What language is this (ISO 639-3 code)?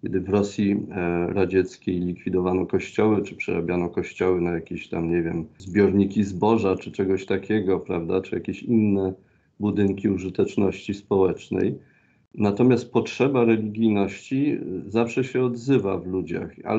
pol